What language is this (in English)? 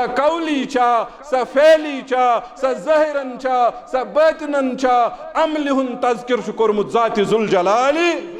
Kashmiri